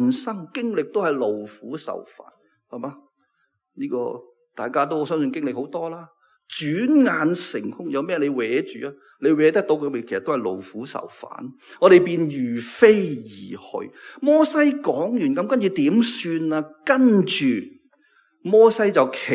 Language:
Cantonese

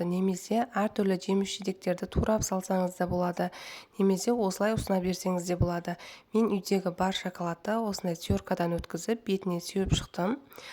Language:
Kazakh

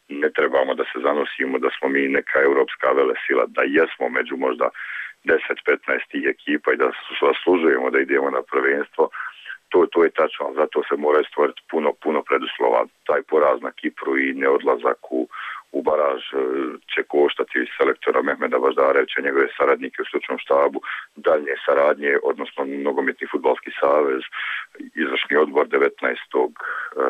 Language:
Bosnian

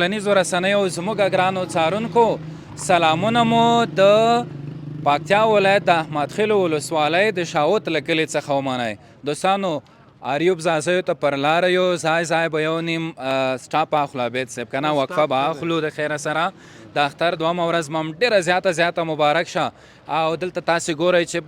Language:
Pashto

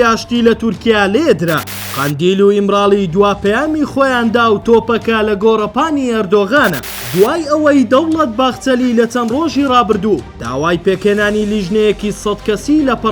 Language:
Central Kurdish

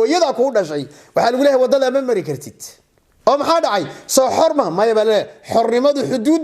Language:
Somali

